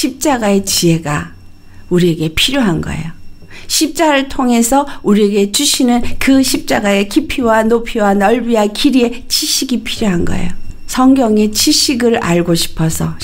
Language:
Korean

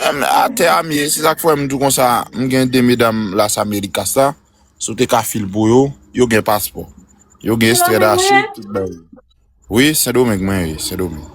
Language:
Haitian Creole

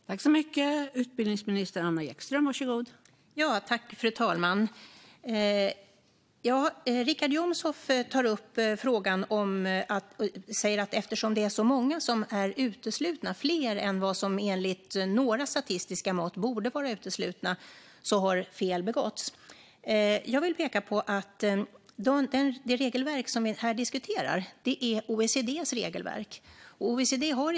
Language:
Swedish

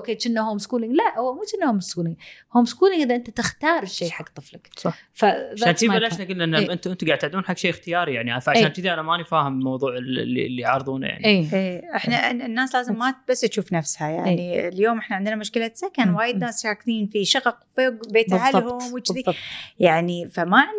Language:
Gulf Arabic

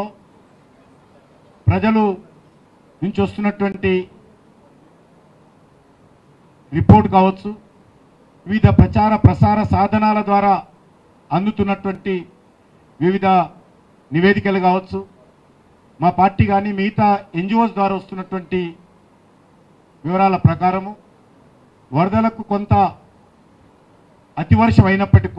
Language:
Telugu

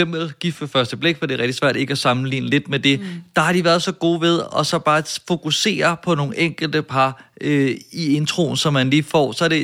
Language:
Danish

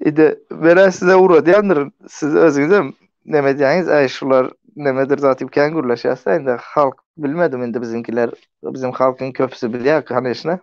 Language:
Turkmen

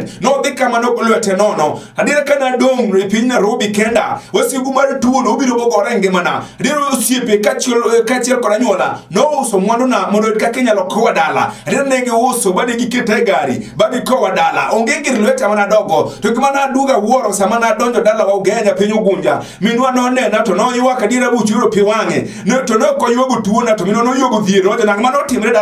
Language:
Luo (Kenya and Tanzania)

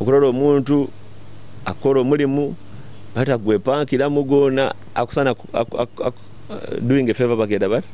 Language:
Nyoro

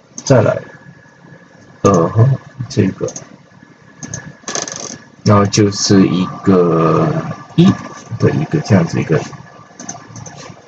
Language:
Chinese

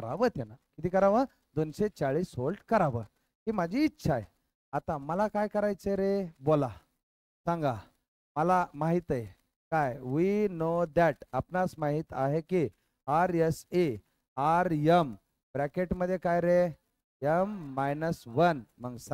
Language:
Marathi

